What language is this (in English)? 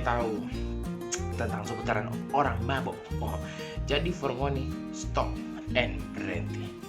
Manado Malay